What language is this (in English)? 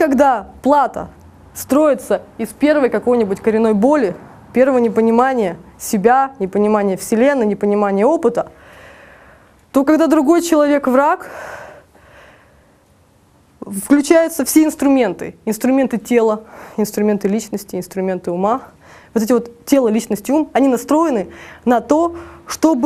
Russian